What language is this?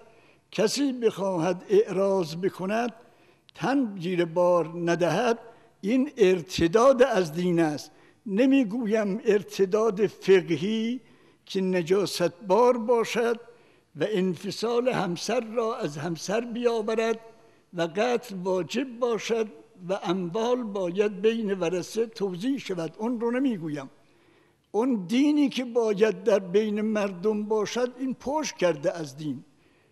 Persian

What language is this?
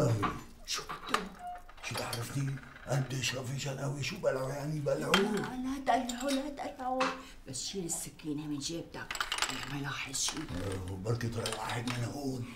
North Levantine Arabic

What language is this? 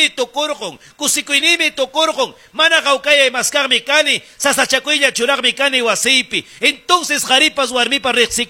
Ayacucho Quechua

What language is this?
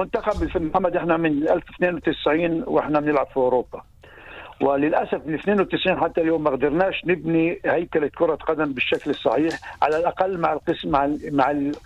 North Levantine Arabic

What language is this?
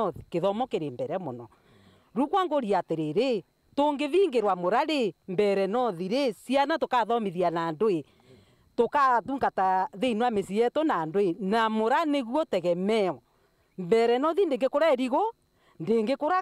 Meru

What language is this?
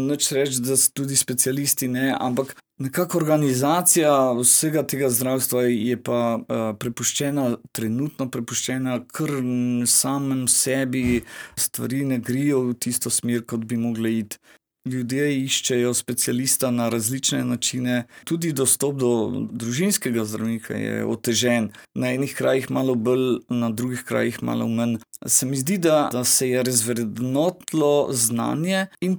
Slovenian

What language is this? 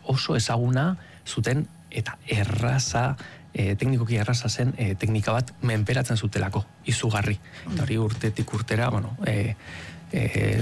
Basque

